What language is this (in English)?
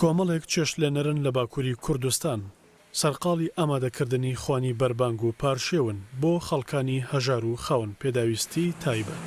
Central Kurdish